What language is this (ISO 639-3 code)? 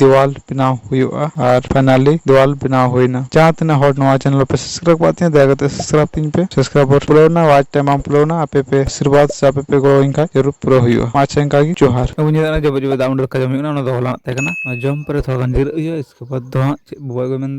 sat